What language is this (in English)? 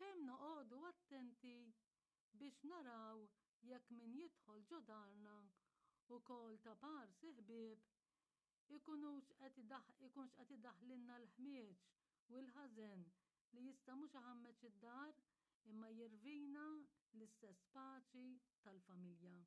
Maltese